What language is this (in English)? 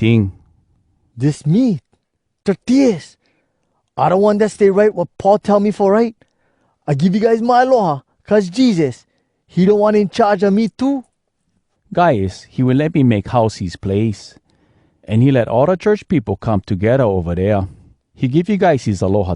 Hawai'i Creole English